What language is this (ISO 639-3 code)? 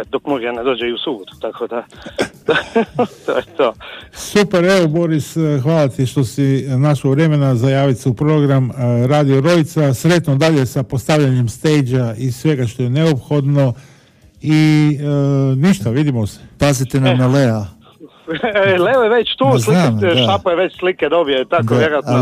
hrv